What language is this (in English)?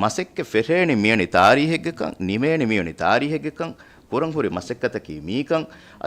Divehi